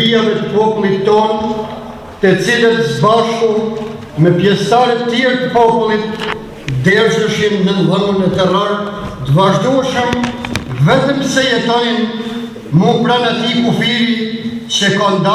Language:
Albanian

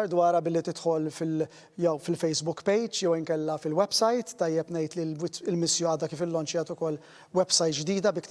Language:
Maltese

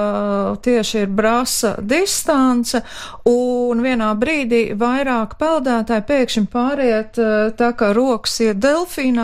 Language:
Latvian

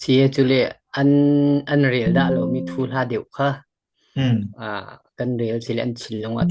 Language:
Falam Chin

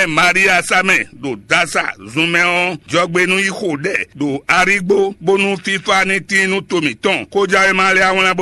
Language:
Fon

